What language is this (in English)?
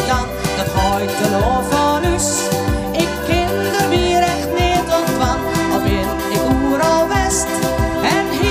Western Frisian